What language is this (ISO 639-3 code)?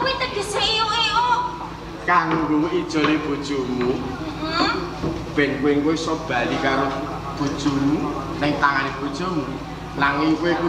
jav